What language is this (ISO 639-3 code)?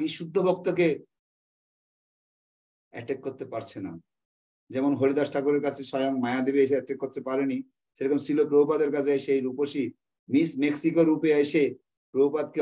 ben